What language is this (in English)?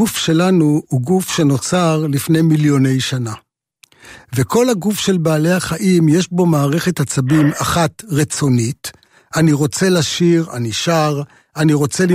Hebrew